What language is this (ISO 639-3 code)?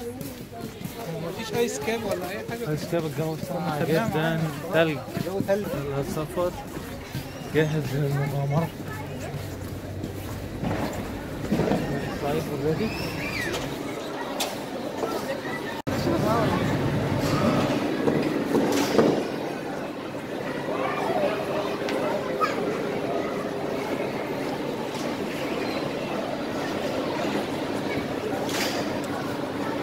arz